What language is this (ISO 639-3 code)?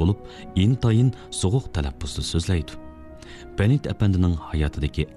uig